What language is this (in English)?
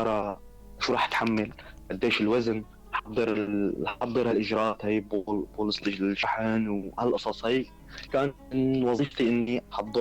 North Levantine Arabic